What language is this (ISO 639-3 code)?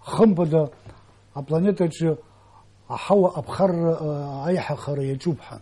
abk